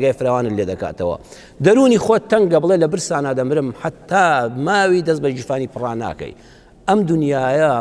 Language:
Central Kurdish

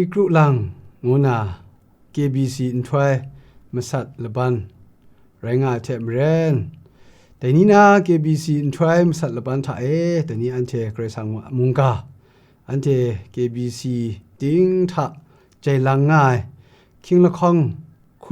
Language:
Kachin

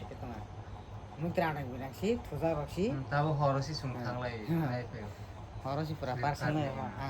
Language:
Kok Borok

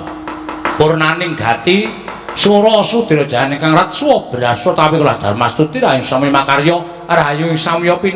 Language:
Javanese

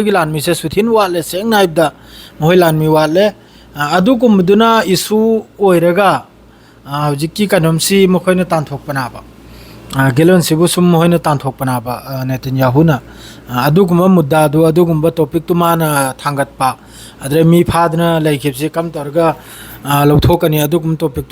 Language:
Manipuri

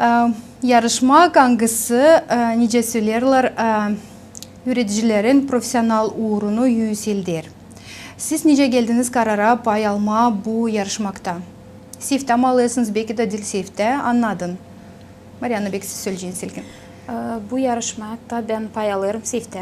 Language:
Gagauz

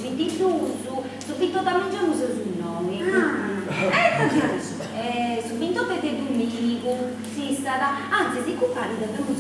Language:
Sardinian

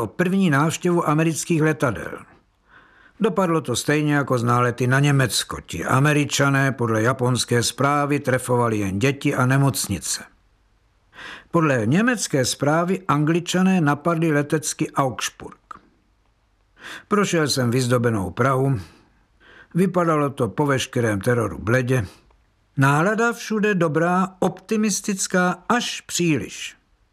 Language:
Czech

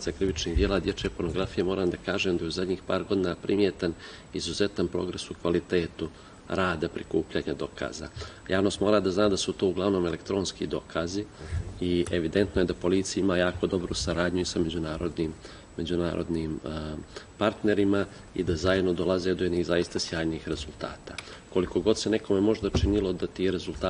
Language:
Serbian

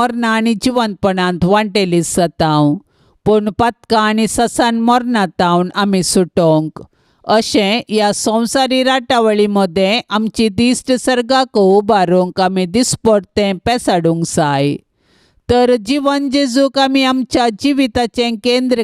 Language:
Konkani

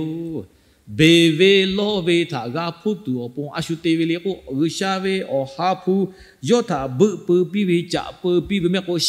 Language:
Lahu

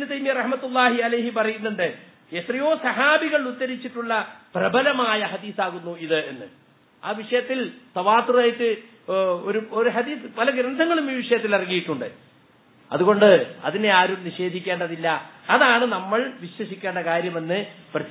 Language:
Malayalam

